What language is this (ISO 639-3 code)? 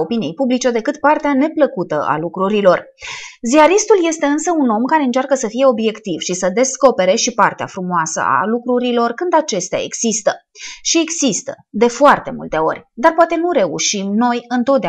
ron